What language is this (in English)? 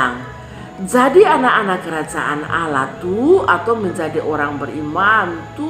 Kupang Malay